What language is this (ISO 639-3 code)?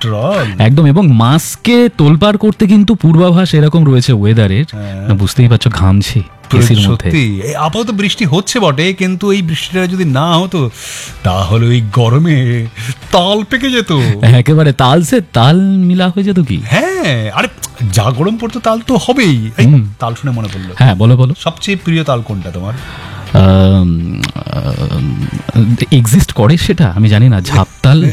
ben